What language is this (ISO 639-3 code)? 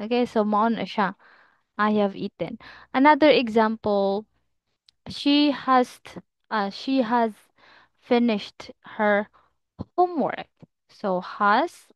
ceb